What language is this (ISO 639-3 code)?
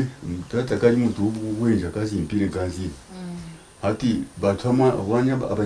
nyn